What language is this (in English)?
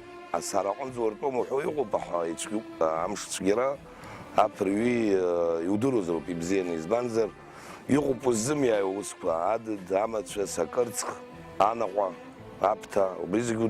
Abkhazian